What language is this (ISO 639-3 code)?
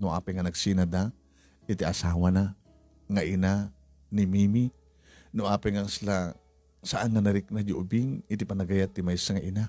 ilo